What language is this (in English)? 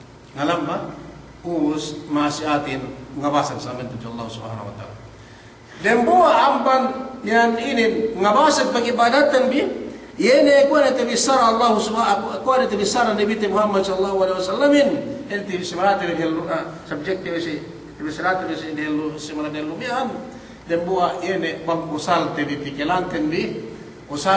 Yakan